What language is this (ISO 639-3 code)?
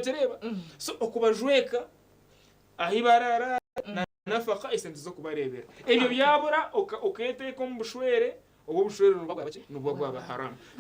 nyn